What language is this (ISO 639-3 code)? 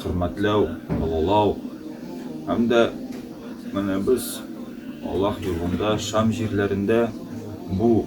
tat